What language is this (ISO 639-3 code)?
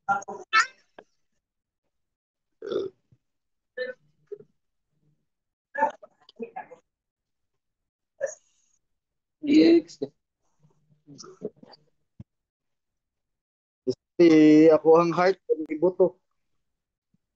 fil